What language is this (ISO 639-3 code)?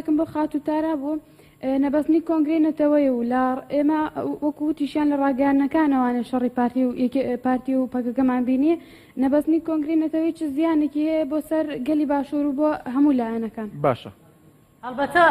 ckb